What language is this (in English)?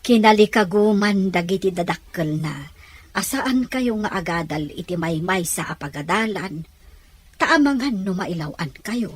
Iloko